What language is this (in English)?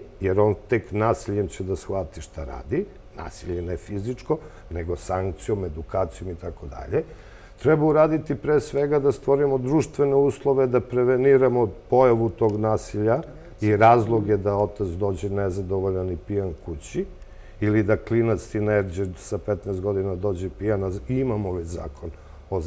Serbian